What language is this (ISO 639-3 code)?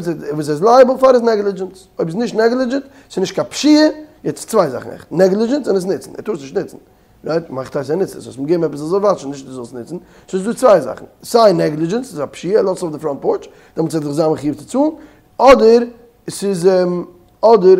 yid